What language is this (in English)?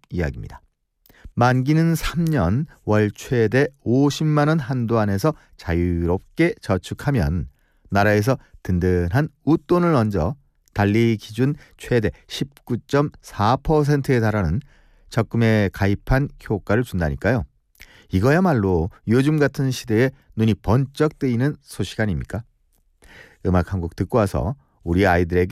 Korean